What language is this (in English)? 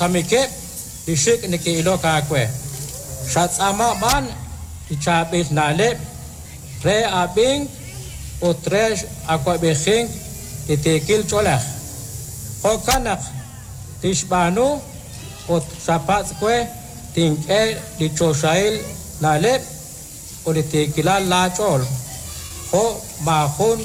Kekchí